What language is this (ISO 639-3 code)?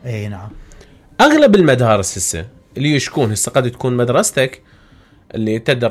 acm